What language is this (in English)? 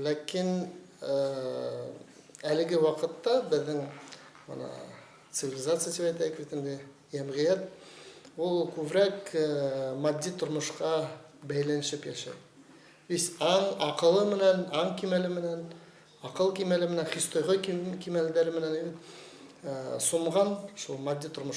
Bashkir